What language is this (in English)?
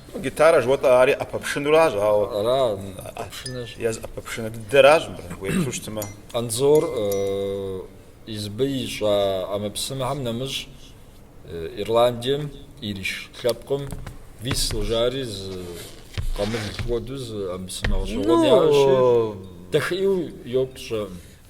Kabardian